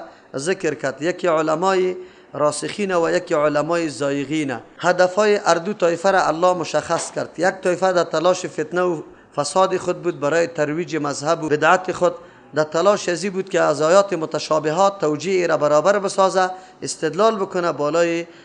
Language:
Persian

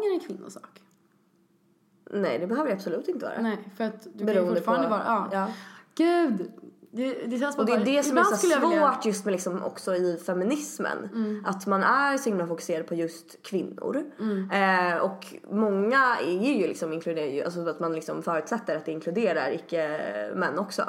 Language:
Swedish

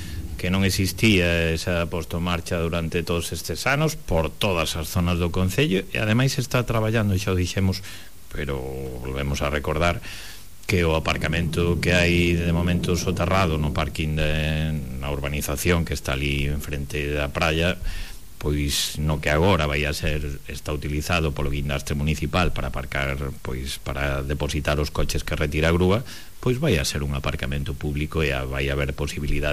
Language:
Galician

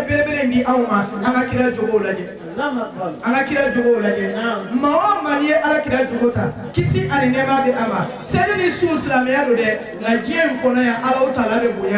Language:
Bambara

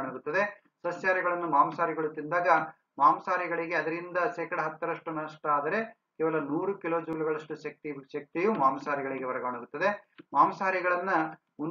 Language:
Kannada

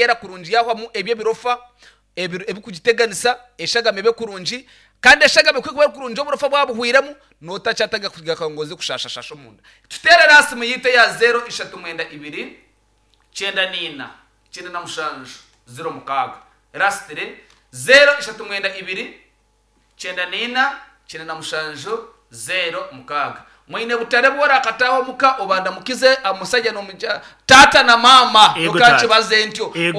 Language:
Nyankole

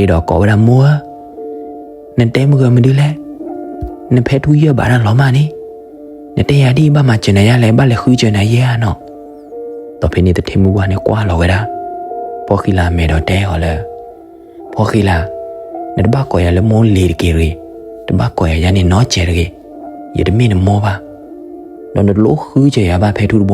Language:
S'gaw Karen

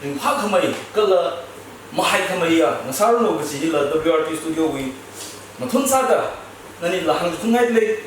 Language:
Tangkhul Naga (India)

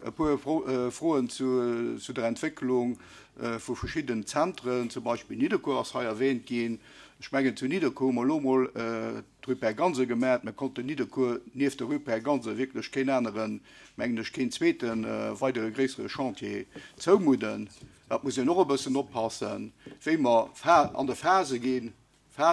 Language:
Luxembourgish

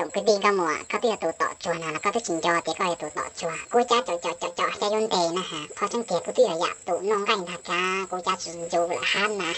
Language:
Hmong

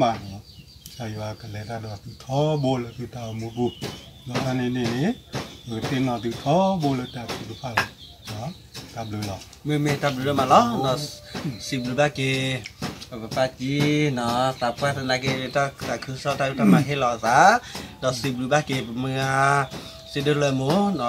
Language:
S'gaw Karen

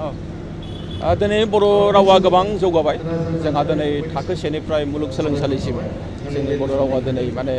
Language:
Bodo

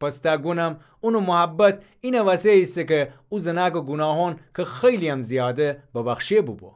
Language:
Gilaki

